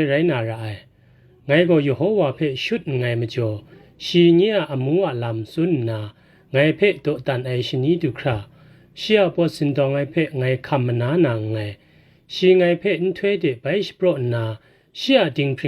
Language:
Kachin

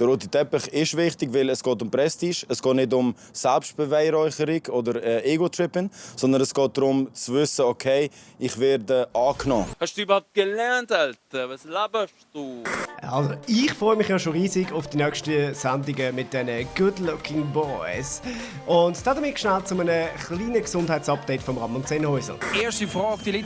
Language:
Swiss German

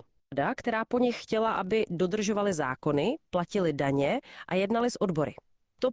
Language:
Czech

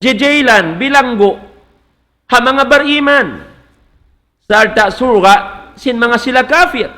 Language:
Tausug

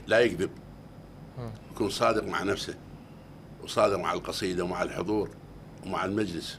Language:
Mesopotamian Arabic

